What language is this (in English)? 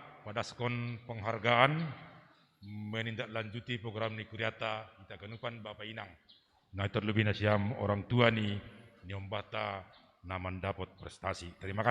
Batak Simalungun